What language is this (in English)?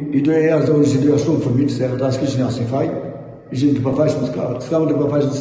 Albanian